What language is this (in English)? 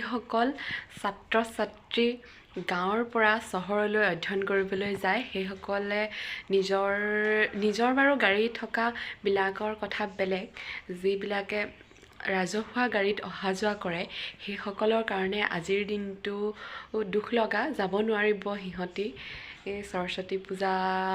Assamese